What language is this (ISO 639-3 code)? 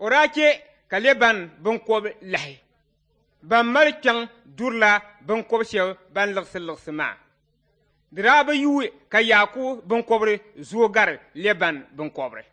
dag